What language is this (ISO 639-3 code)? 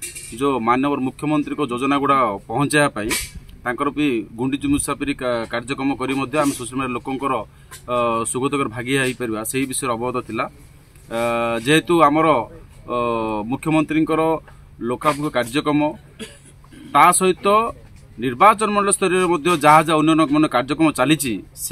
ori